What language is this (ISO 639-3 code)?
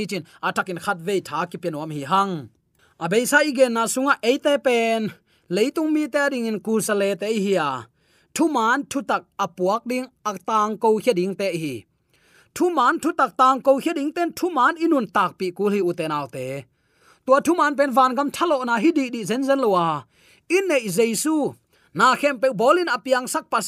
ctd